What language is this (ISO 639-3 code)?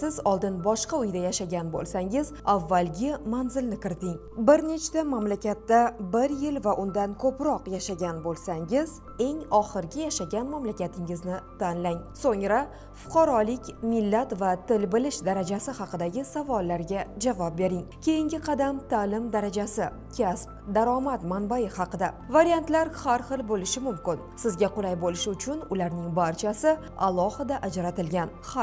uzb